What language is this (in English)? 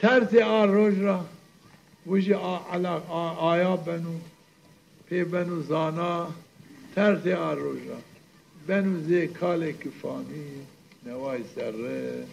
Zaza